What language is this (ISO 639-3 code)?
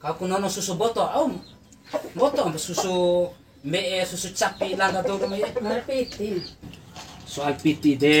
bhp